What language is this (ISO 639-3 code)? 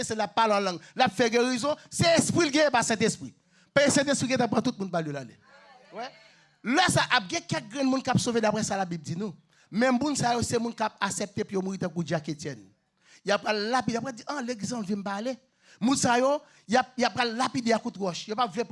hat